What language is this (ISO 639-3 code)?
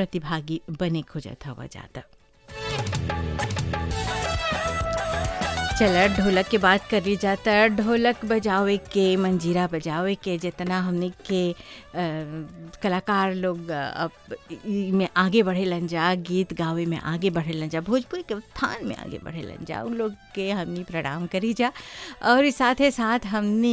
bho